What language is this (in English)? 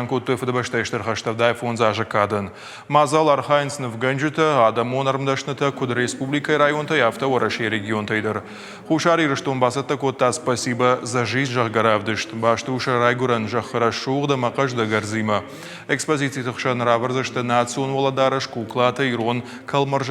Ossetic